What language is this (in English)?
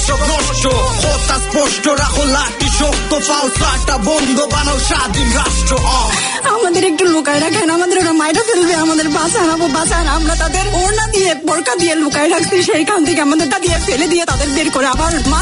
Bangla